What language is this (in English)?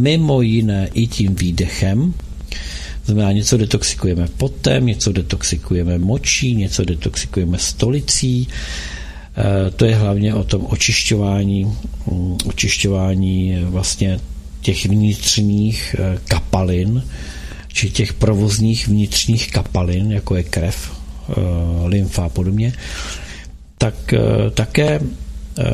Czech